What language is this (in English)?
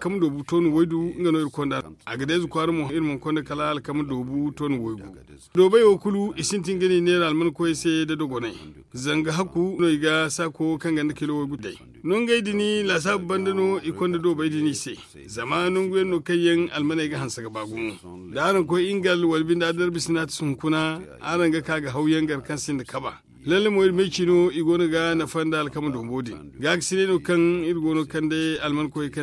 Zarma